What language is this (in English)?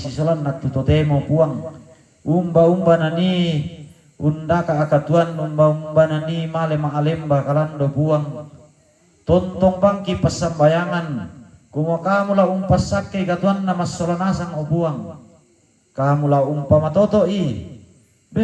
Toraja-Sa'dan